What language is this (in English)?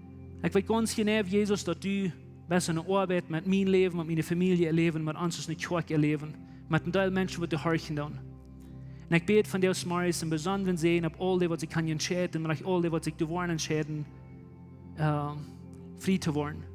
Plautdietsch